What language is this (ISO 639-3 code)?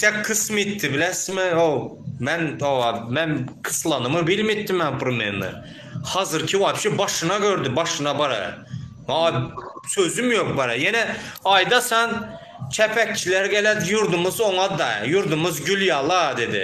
tuk